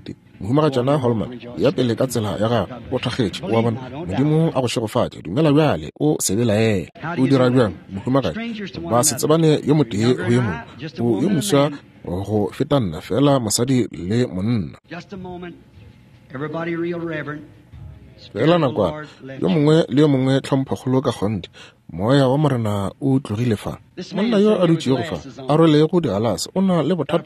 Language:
Northern Sotho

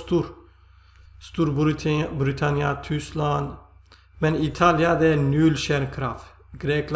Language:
Norwegian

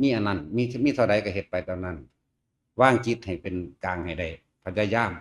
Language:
Northeastern Thai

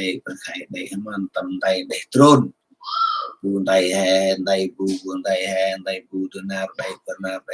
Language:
Central Mnong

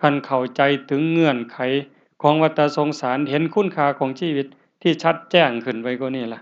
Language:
Northeastern Thai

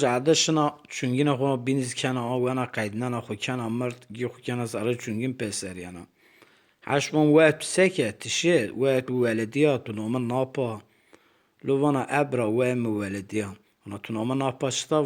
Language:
Zaza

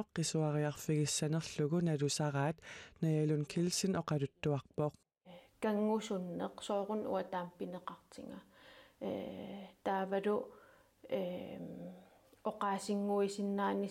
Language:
Kalaallisut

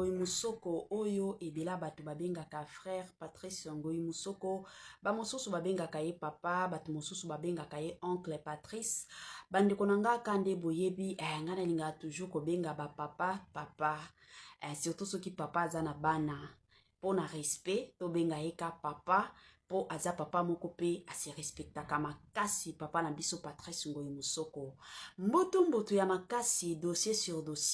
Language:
Lingala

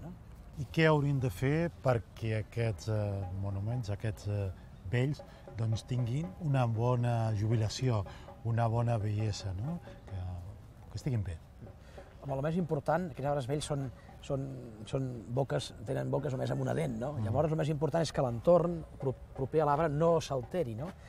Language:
Catalan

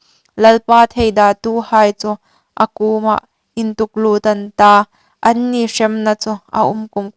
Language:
Hmar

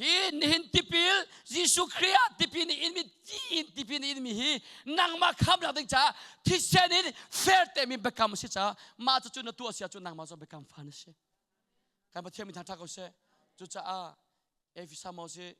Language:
Hakha Chin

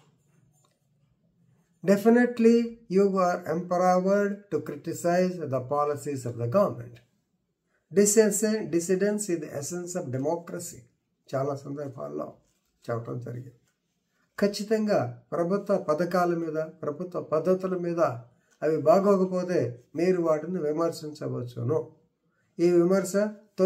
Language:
Telugu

